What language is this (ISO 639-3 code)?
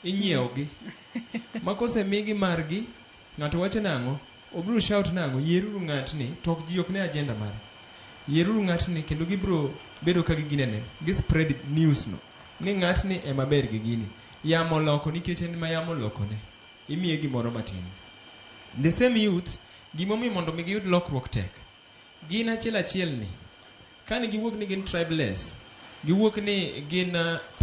luo